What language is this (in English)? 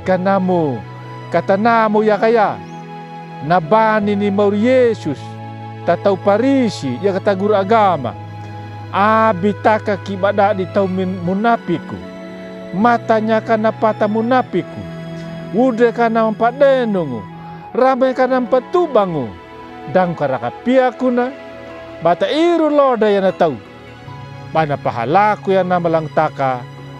Anakalangu